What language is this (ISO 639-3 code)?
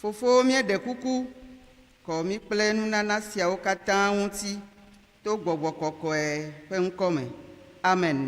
ewe